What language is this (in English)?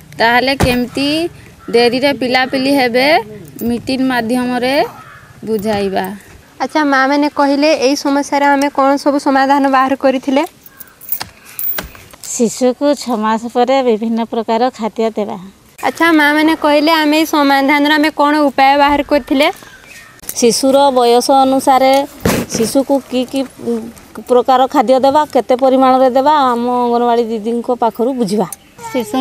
Odia